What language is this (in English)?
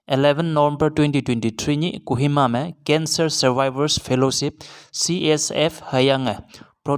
Konyak Naga